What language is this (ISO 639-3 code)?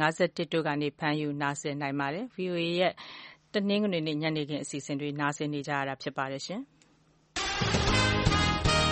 mya